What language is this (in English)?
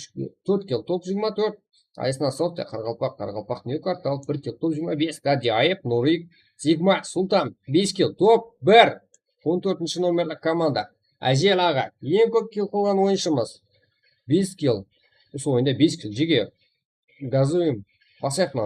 Kara-Kalpak